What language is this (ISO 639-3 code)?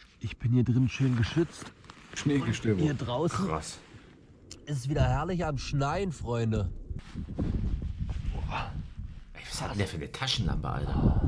deu